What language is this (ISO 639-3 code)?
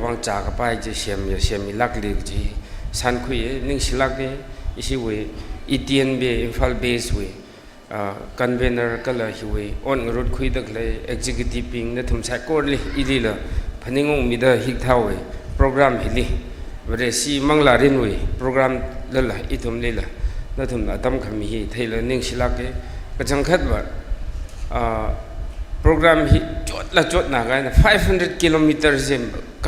nmf